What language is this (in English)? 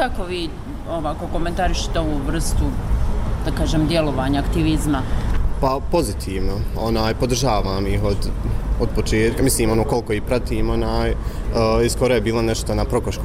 Bosnian